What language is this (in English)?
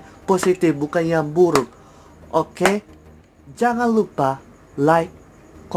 Manado Malay